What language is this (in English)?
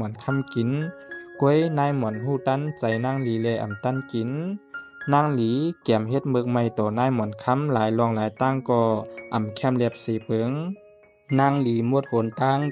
Shan